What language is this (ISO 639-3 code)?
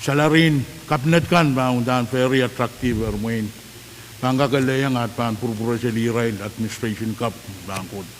pon